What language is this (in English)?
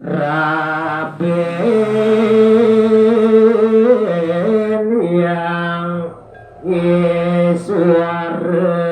Balinese